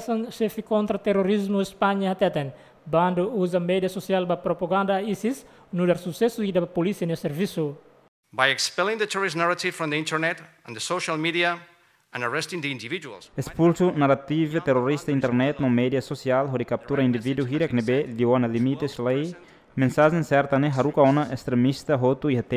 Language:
Tetum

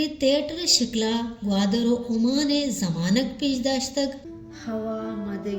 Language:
Baluchi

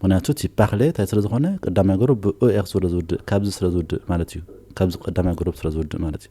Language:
Tigrinya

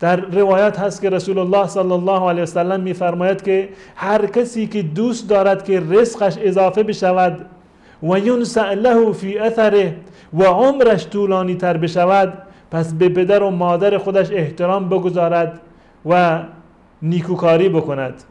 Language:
Persian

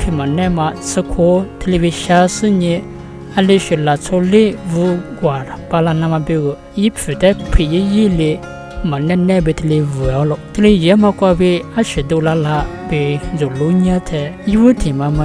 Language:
Lisu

